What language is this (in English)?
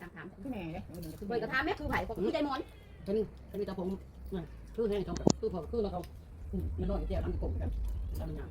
Northeastern Thai